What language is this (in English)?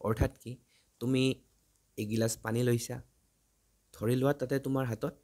Assamese